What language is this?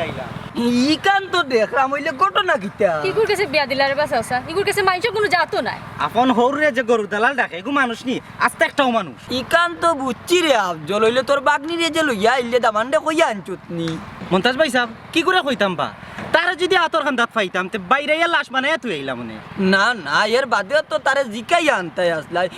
Sylheti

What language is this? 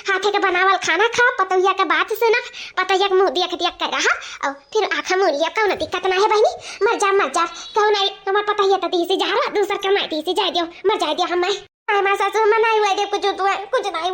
Awadhi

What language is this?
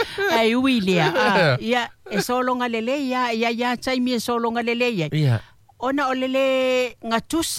Samoan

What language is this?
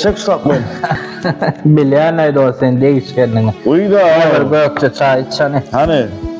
Turkmen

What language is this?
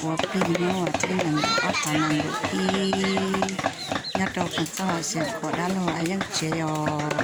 Hmong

